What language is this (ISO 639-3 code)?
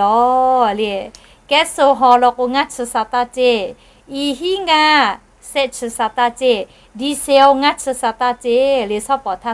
lhu